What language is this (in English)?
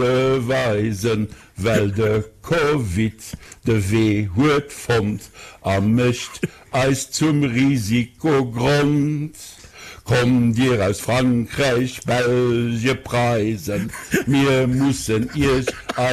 Luxembourgish